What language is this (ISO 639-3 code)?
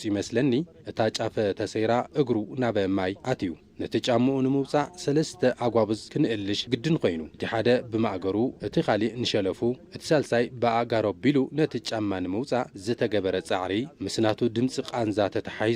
tir